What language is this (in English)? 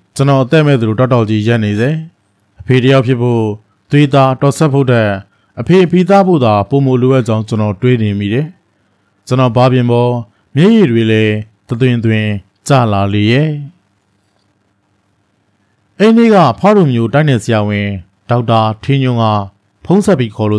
Burmese